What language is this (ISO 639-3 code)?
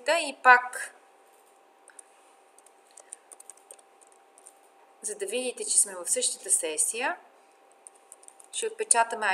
bul